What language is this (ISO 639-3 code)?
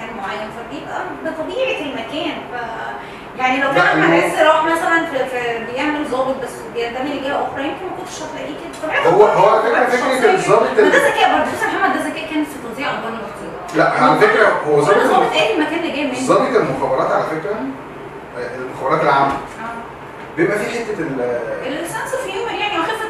arz